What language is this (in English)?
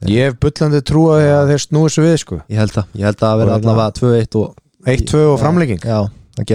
Icelandic